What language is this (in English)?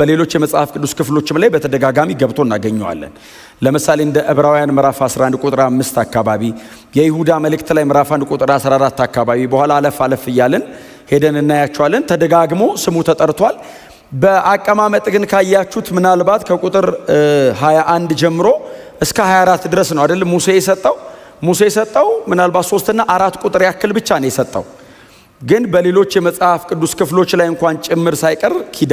Amharic